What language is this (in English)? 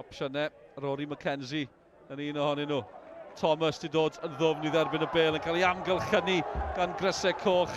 Welsh